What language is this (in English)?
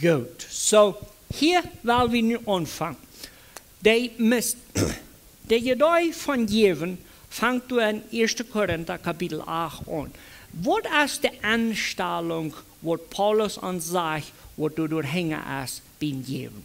Plautdietsch